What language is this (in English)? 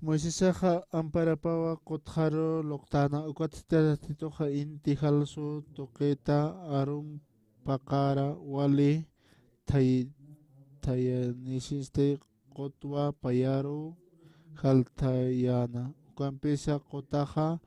Aymara